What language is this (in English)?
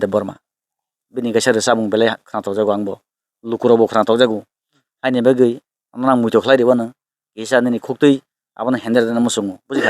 Kok Borok